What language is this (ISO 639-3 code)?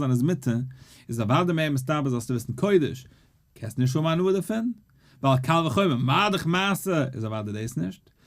yid